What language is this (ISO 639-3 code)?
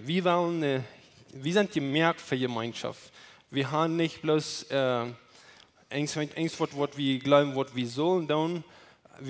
pdt